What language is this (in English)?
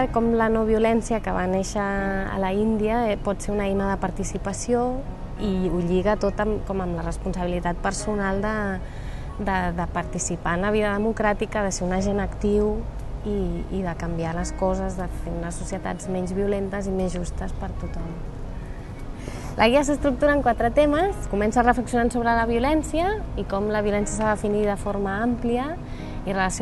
Catalan